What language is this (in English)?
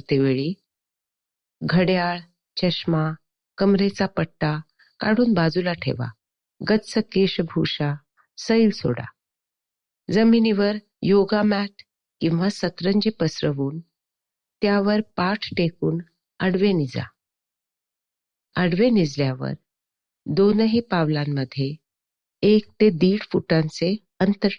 Marathi